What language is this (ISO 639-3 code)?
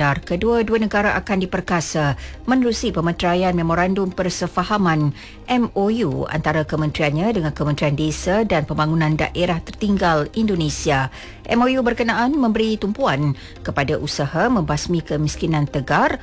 msa